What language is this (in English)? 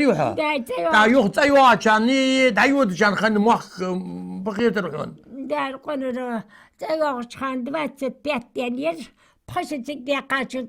Ingush